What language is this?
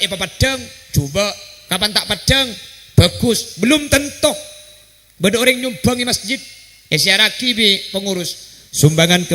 Madurese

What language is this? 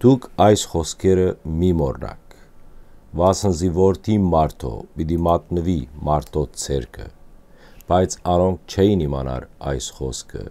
Western Armenian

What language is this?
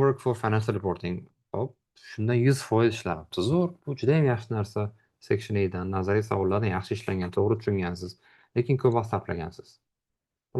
Uzbek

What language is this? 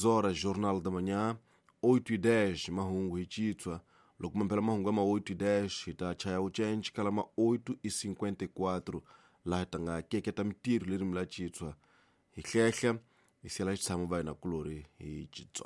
Tsonga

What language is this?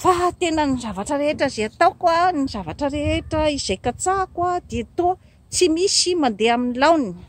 Malagasy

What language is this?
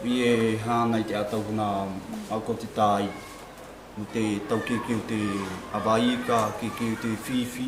South Marquesan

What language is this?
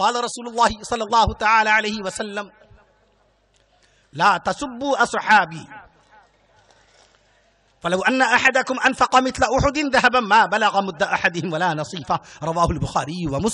Urdu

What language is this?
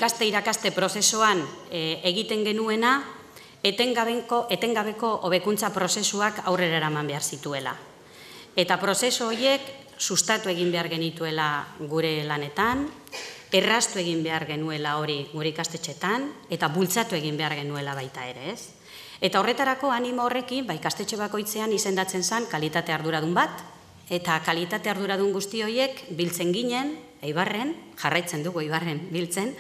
Basque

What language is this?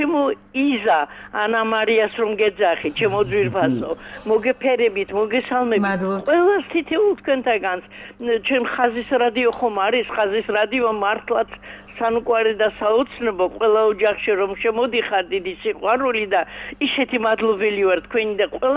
Georgian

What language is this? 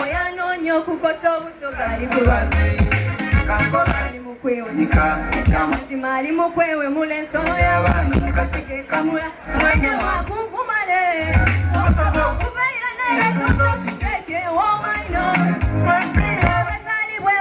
Soga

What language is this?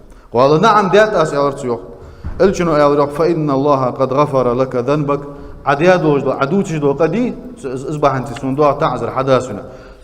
Ingush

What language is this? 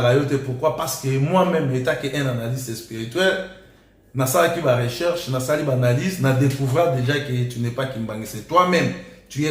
Lingala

